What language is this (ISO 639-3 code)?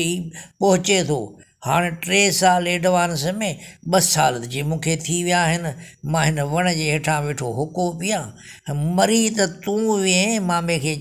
snd